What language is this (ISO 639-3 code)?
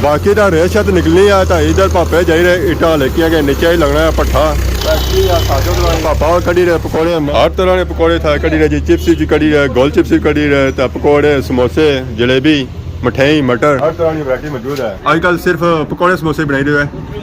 phr